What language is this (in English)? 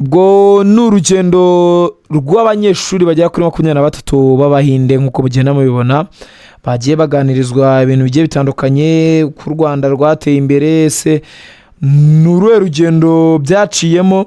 Kinyarwanda